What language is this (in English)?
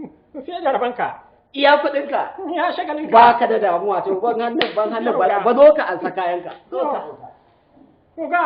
Hausa